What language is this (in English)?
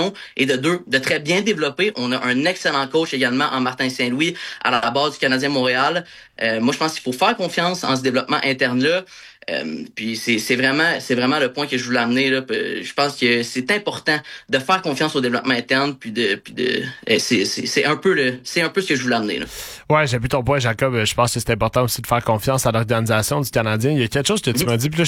French